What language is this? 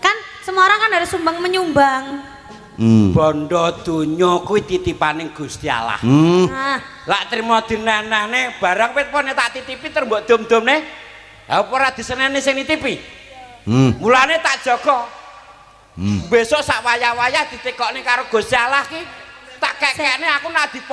Javanese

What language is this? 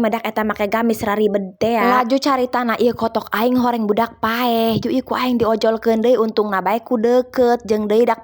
Sundanese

